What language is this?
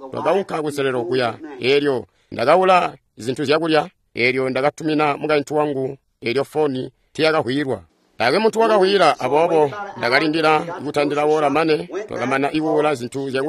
Tonga (Zambia)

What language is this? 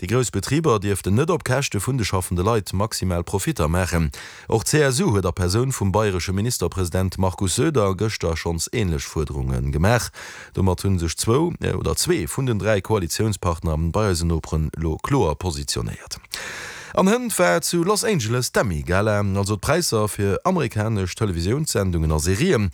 Luxembourgish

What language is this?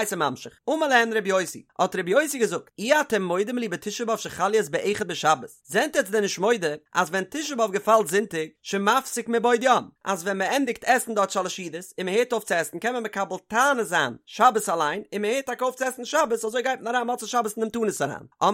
Yiddish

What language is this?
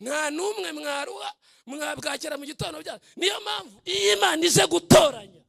Kinyarwanda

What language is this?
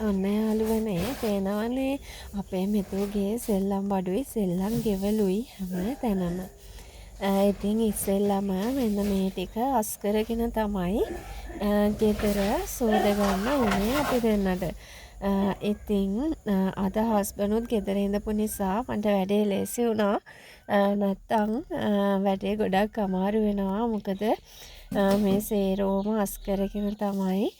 Sinhala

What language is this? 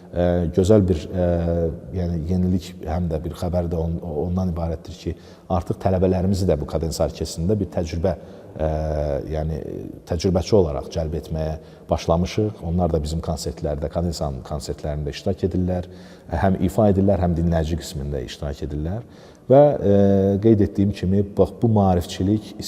Azerbaijani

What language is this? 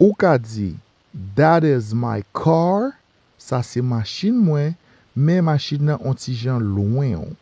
Haitian Creole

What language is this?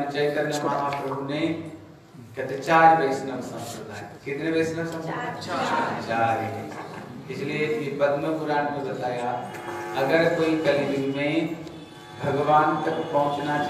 Hindi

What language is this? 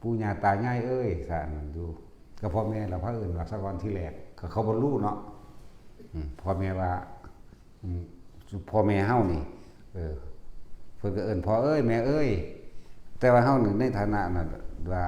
Northeastern Thai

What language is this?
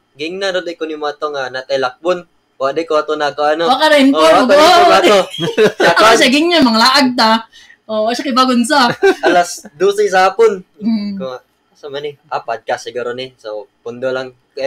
Cebuano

